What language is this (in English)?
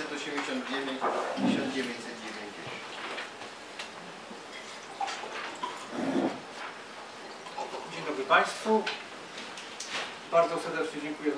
Polish